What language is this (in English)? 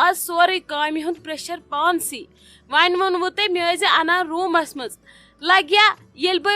Kashmiri